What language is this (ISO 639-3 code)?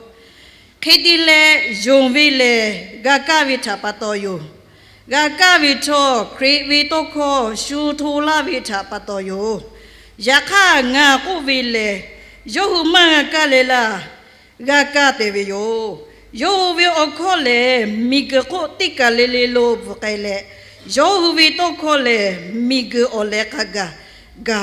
lhu